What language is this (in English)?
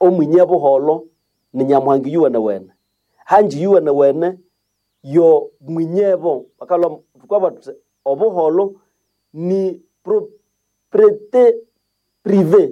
Nande